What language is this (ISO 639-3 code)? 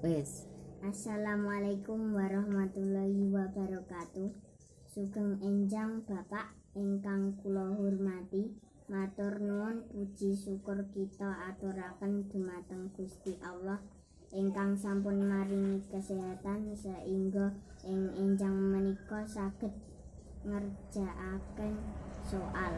jav